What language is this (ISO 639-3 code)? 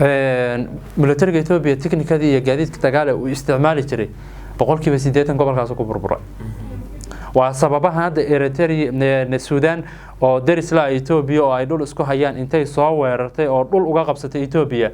som